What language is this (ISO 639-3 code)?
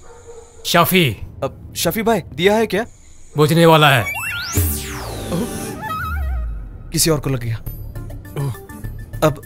hin